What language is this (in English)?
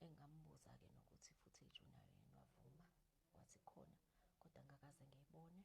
Zulu